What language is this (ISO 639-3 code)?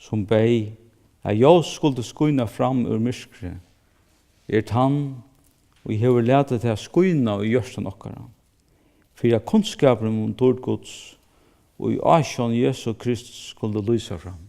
fao